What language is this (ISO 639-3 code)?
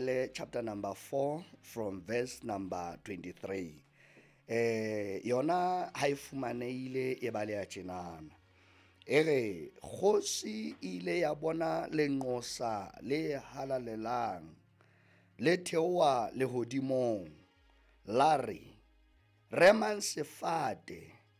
sot